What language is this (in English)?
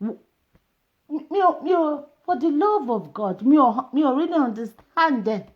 Yoruba